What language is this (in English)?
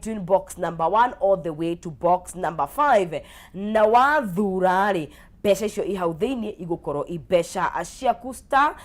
Kikuyu